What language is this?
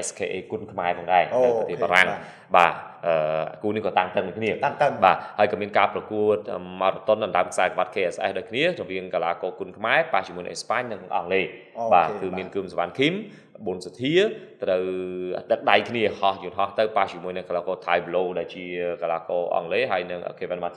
Khmer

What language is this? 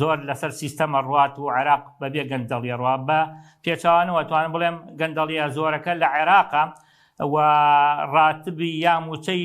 Central Kurdish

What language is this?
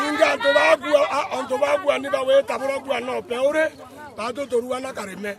Meru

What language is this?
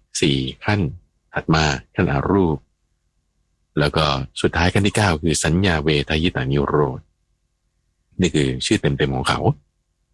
Thai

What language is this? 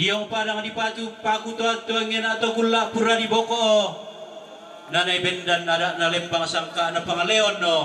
Toraja-Sa'dan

